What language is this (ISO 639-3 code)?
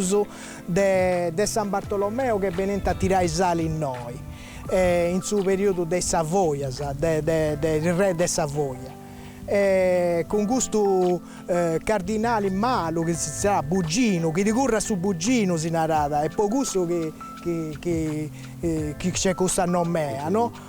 srd